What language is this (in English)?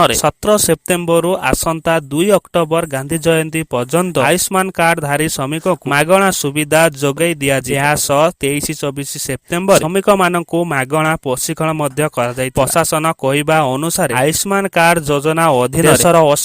Odia